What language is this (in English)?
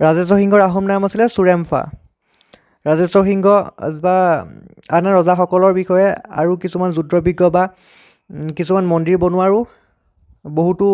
Assamese